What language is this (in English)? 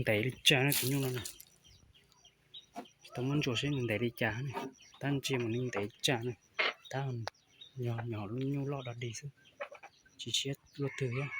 Hmong